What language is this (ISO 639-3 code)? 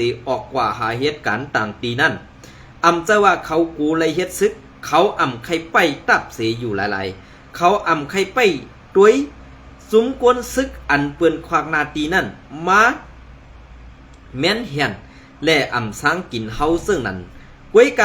shn